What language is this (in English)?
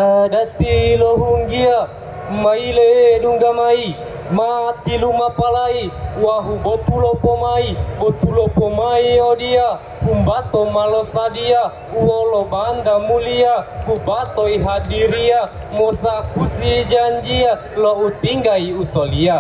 Gorontalo